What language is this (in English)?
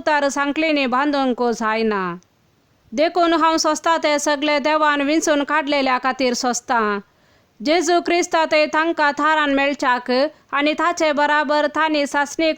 Konkani